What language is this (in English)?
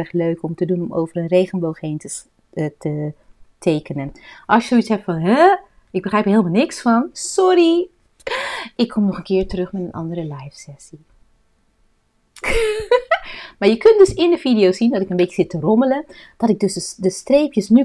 Dutch